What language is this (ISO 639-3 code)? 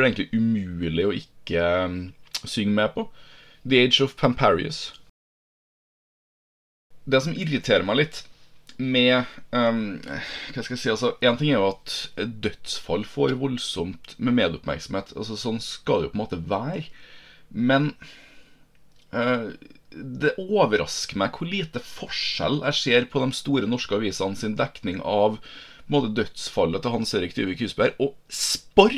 nor